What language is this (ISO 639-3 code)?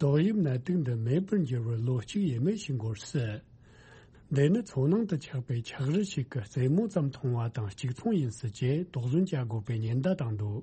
bod